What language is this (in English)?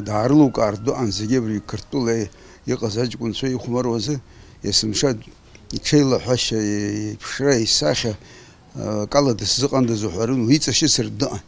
Abkhazian